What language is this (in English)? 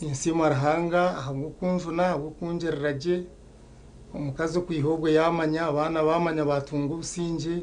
Nyankole